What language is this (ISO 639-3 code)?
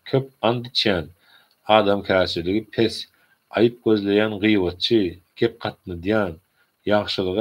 tuk